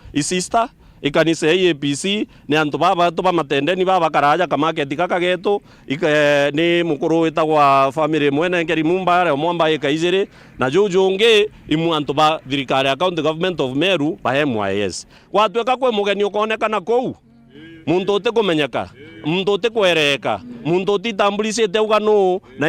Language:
Meru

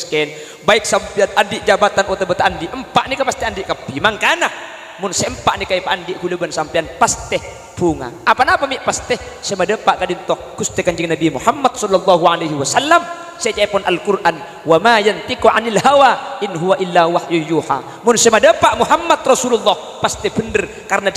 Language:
Madurese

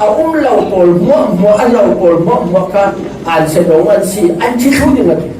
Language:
Falam Chin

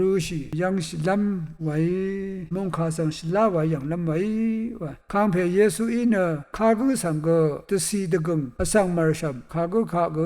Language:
Rawang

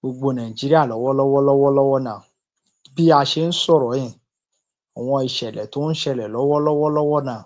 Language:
Yoruba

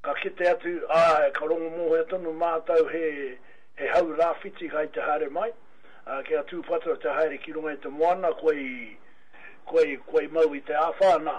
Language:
Māori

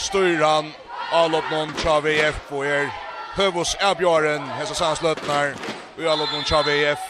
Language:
Faroese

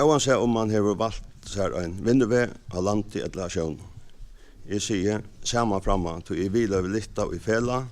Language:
Faroese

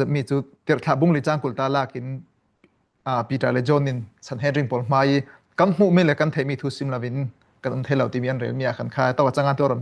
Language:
Falam Chin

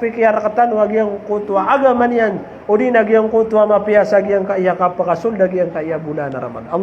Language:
Maranao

